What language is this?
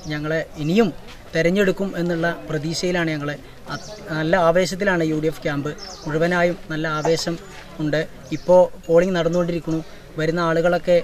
Malayalam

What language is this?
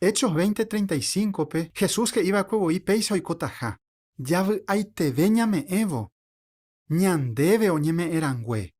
Guarani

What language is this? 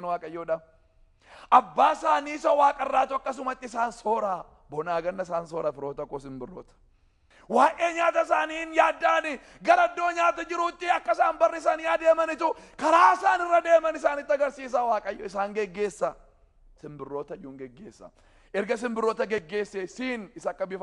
Oromo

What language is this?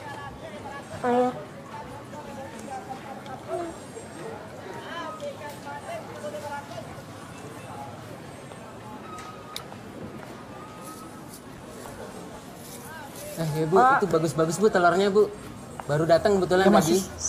Indonesian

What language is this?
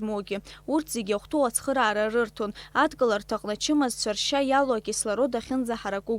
Abkhazian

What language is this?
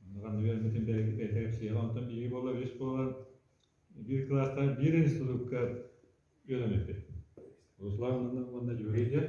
Yakut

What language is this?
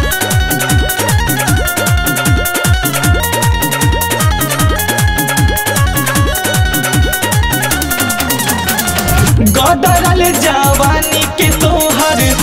Bhojpuri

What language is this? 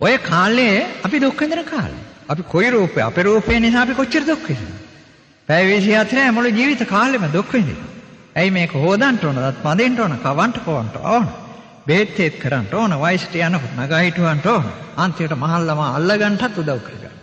Sinhala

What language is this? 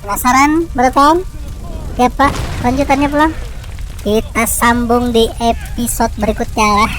Banjar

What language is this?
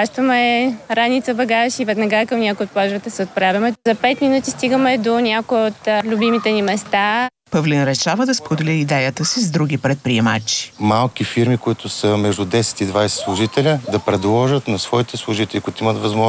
Bulgarian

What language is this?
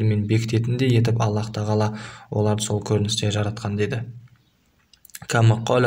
Kazakh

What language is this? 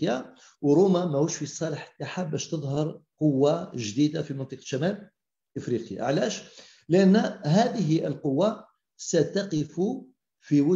Algerian Arabic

